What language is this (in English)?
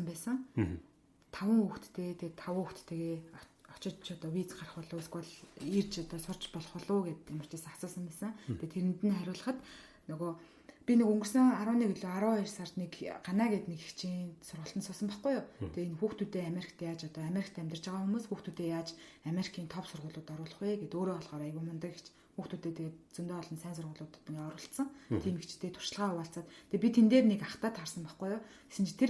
Mongolian